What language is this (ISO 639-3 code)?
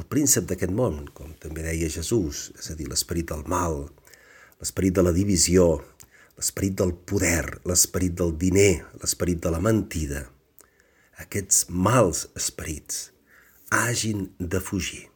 cat